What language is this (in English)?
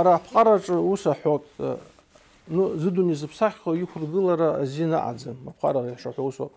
Abkhazian